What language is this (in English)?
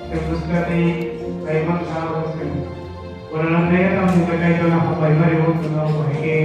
Kok Borok